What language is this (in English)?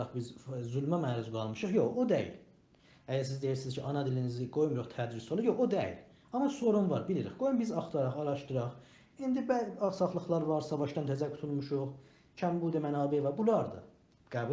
South Azerbaijani